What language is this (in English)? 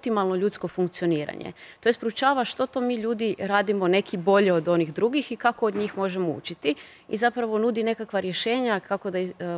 Croatian